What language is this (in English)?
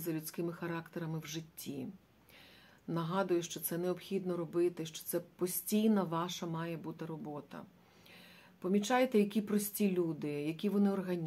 Ukrainian